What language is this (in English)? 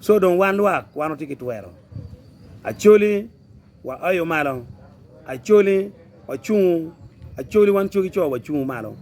Acoli